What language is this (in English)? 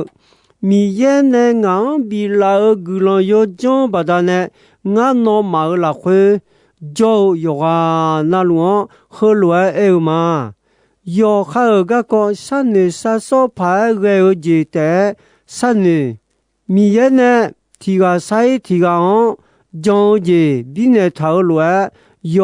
Akha